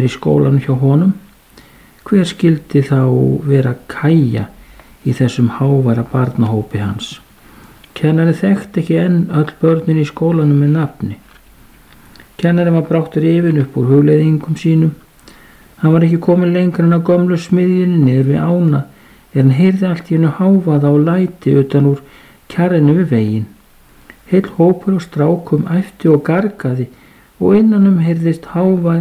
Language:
Icelandic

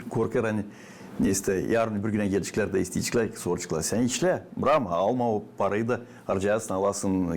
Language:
Gagauz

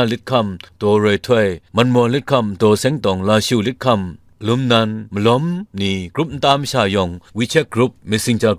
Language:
Kachin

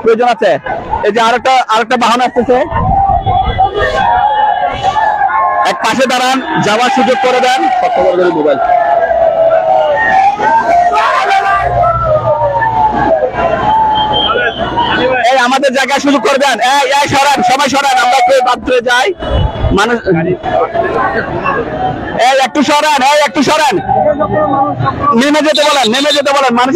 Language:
Bangla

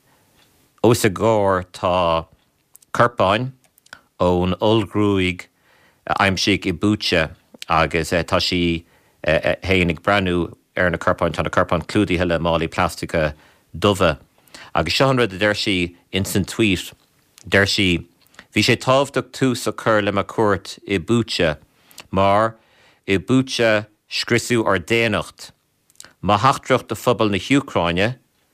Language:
Irish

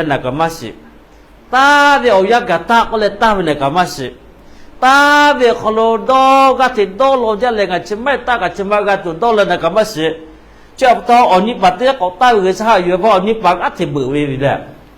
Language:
Lahu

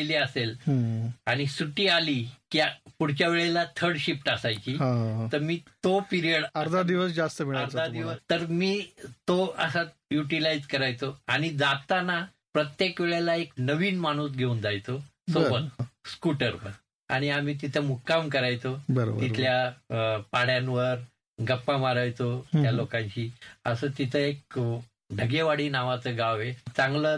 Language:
Marathi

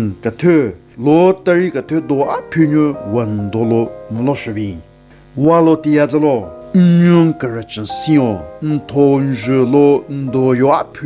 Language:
Southern Rengma Naga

